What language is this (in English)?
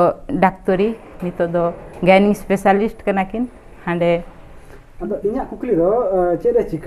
Santali